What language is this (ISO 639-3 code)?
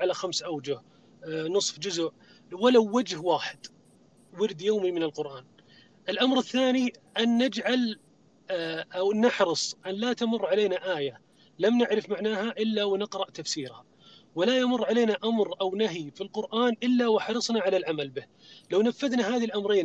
ara